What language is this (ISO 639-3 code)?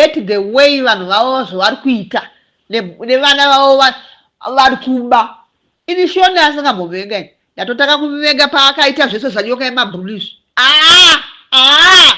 sna